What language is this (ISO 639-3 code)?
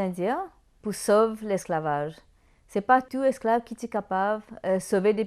mfe